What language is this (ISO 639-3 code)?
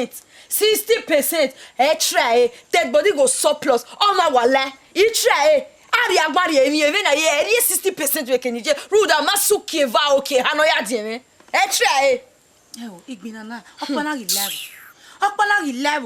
bin